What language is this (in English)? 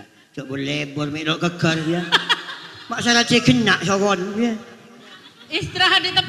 Madurese